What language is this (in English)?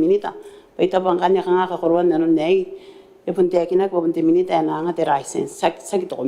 Gilbertese